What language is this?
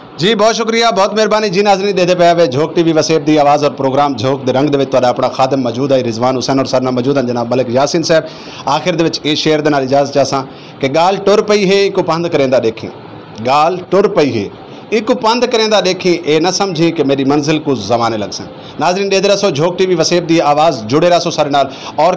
Saraiki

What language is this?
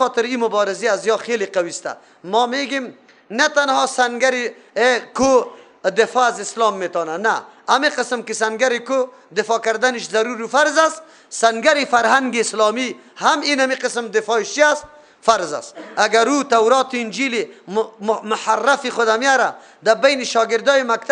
Persian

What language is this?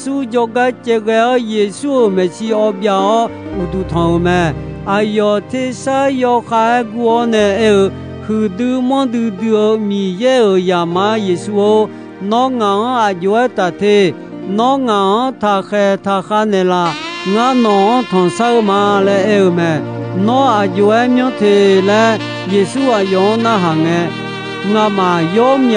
Akha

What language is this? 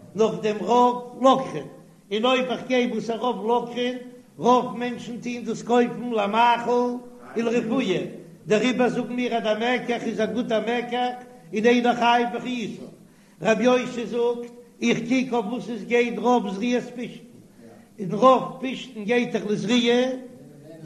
Yiddish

